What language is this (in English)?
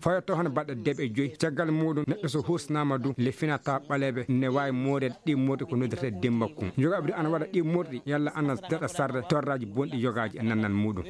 Maasina Fulfulde